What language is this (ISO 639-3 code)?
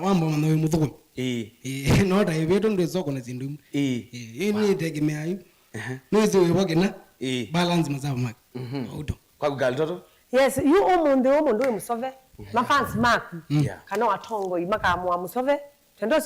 kam